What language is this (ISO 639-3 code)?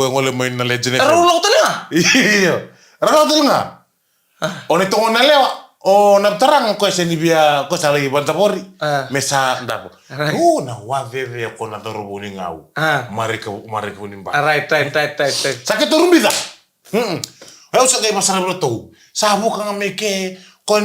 fij